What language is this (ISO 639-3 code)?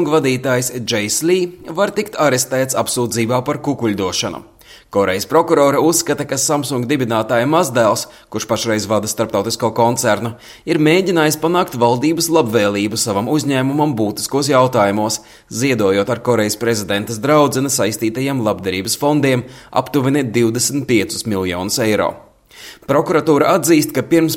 lav